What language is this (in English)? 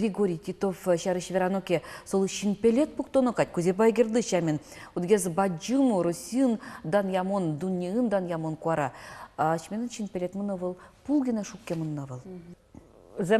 Udmurt